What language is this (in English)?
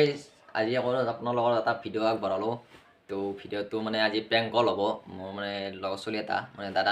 Assamese